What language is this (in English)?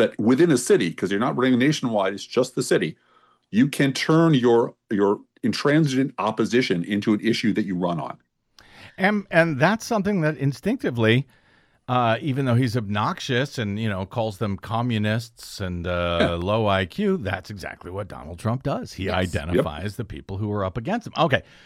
English